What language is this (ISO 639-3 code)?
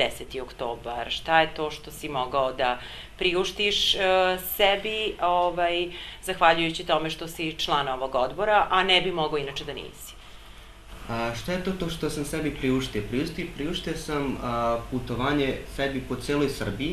srp